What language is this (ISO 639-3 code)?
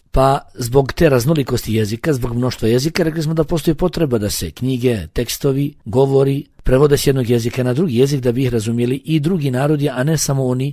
bos